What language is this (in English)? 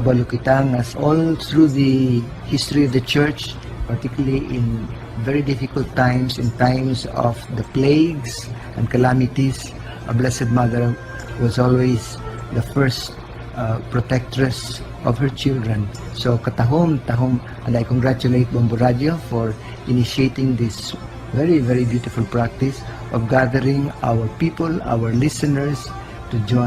Hiligaynon